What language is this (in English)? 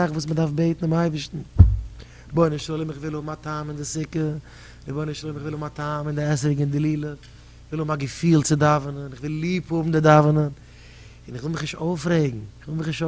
Yiddish